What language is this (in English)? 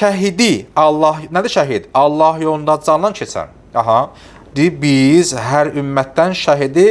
Azerbaijani